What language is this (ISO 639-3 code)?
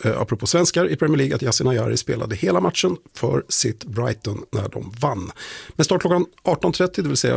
swe